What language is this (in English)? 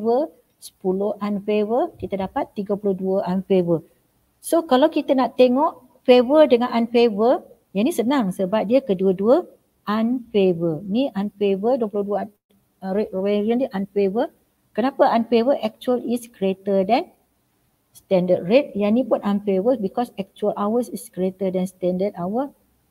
Malay